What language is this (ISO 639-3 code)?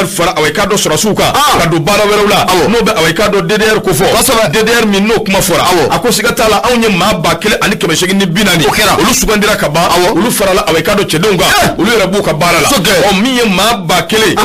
bam